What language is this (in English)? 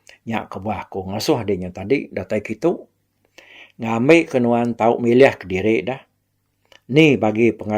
Iban